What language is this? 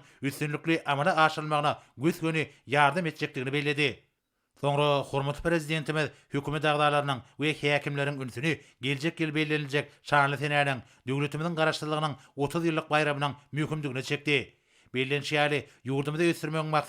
Turkmen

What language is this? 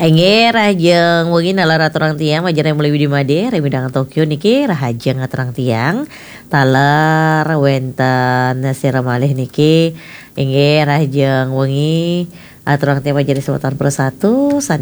Balinese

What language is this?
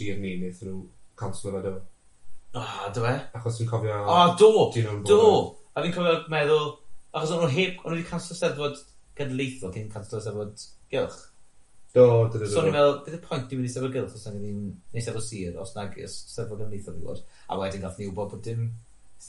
Welsh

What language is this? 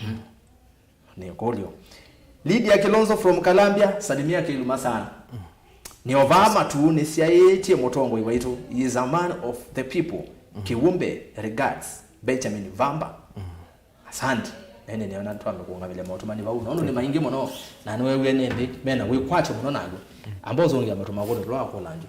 Kamba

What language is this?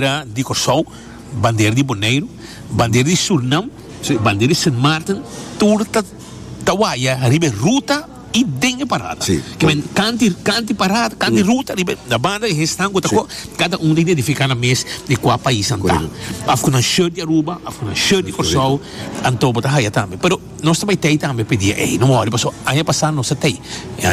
Papiamento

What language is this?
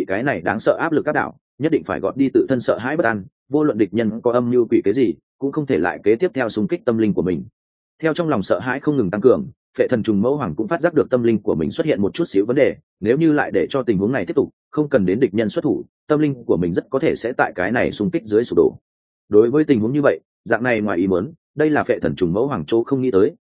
Vietnamese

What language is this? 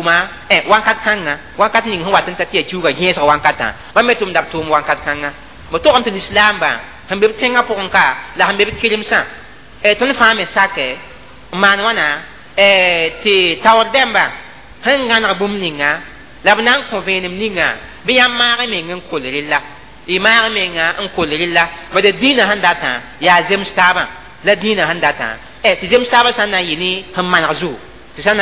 Mossi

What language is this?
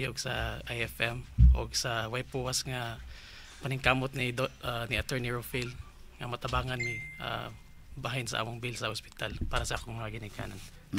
Cebuano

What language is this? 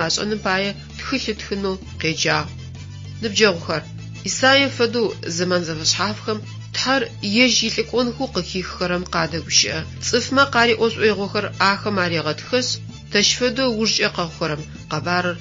Adyghe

